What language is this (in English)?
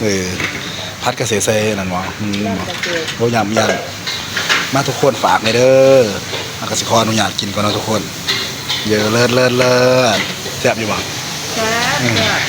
Northeastern Thai